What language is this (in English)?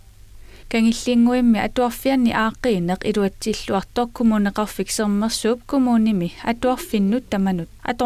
Kalaallisut